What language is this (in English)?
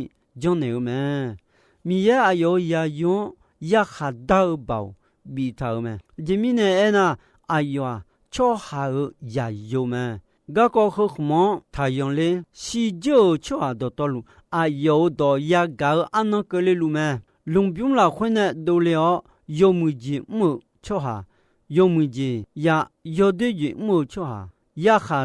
Akha